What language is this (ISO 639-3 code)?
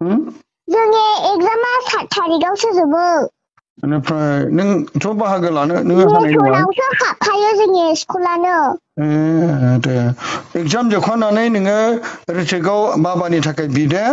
brx